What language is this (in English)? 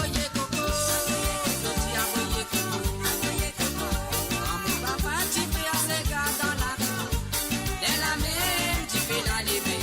Morisyen